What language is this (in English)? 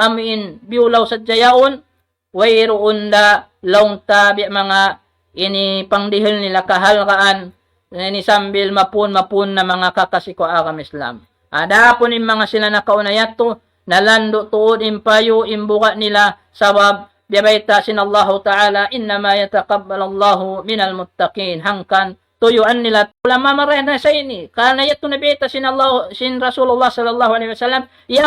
Tausug